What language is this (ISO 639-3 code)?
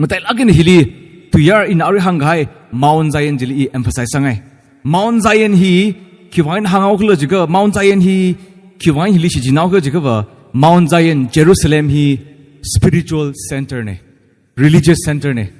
nmf